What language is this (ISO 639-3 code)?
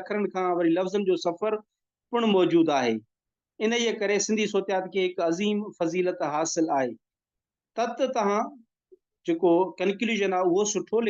snd